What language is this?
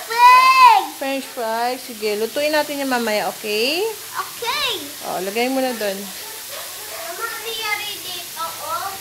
Filipino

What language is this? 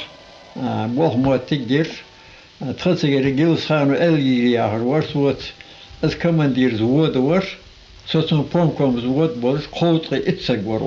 Ingush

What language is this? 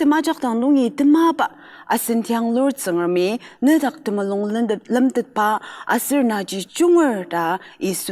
Ao Naga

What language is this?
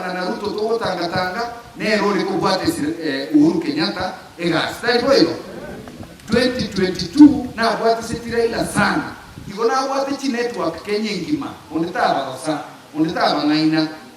Gusii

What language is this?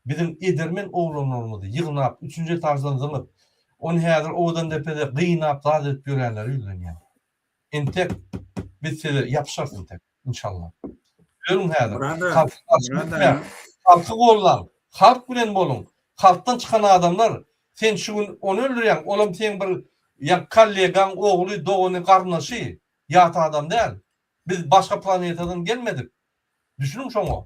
Turkmen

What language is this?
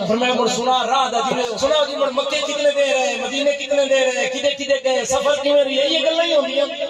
Saraiki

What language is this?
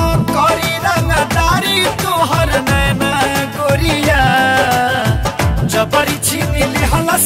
Bhojpuri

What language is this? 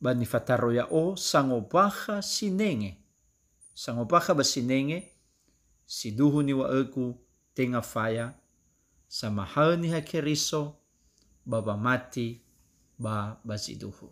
Nias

